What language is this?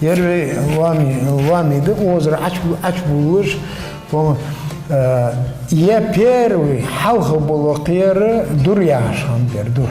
Ingush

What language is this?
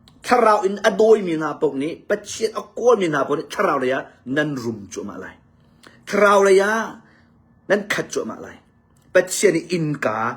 Hakha Chin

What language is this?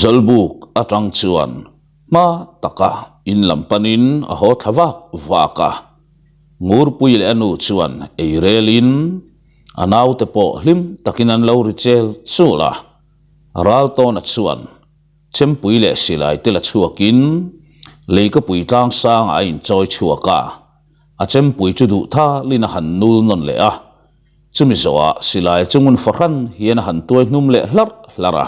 Mizo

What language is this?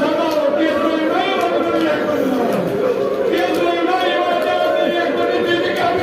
Kashmiri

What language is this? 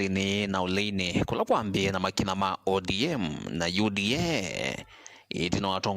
Kamba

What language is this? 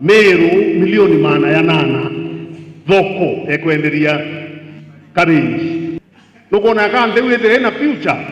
Meru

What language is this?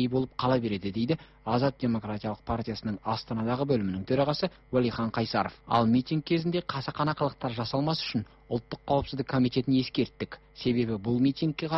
Kazakh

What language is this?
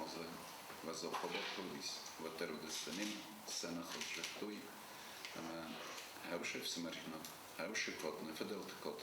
Ossetic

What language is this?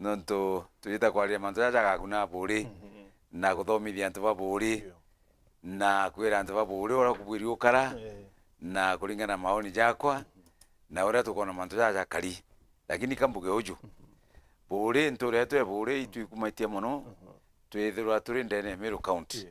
Meru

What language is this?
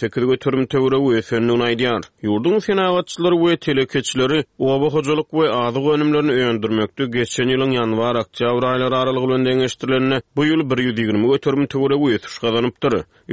Turkmen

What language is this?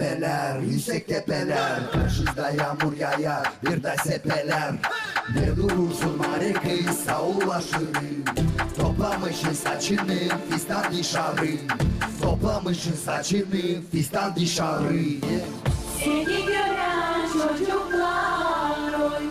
Gagauz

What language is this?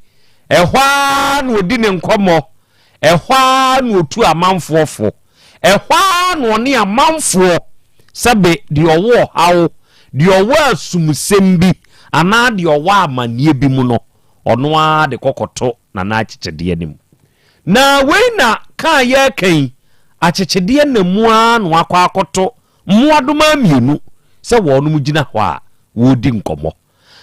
Akan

